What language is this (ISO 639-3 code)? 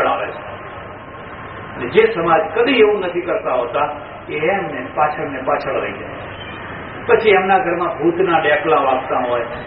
guj